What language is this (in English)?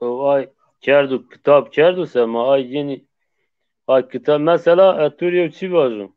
Zaza